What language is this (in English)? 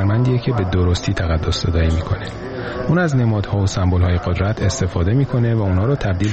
Persian